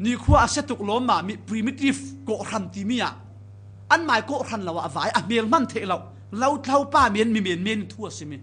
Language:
Falam Chin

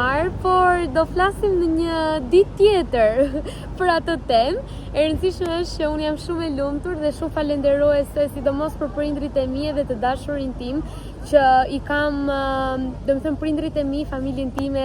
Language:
Albanian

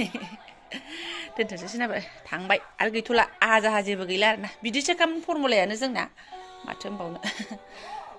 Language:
Bodo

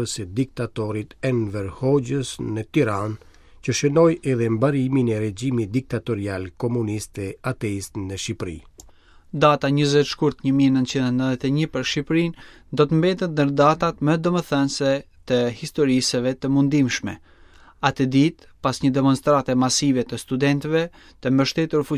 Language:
Albanian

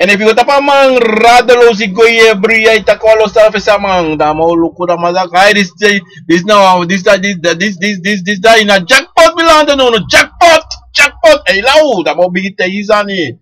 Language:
Sranan Tongo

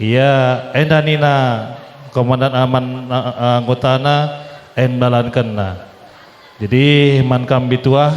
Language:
Batak Karo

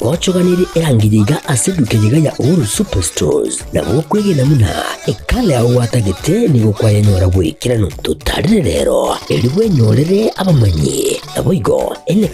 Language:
Gusii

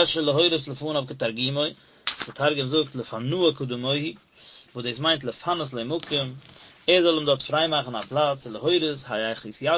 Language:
Yiddish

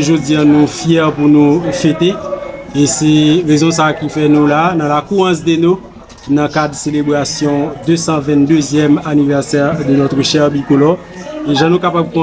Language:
Haitian Creole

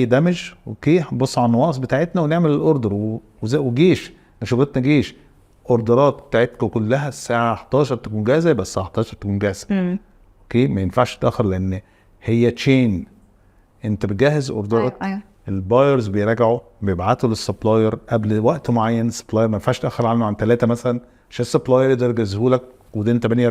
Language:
Egyptian Arabic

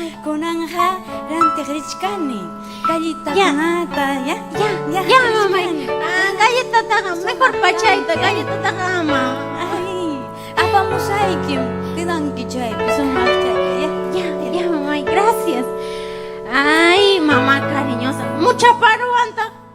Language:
Ayacucho Quechua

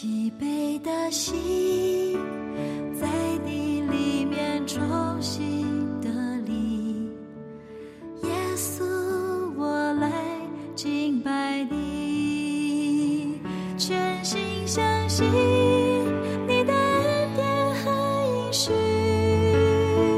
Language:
Chinese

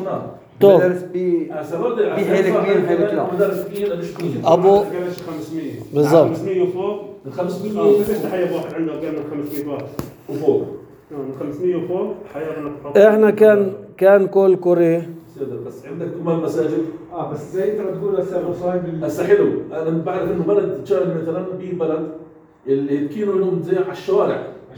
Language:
North Levantine Arabic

